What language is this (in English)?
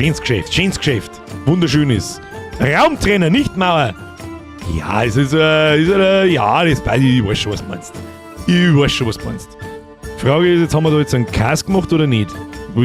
Bavarian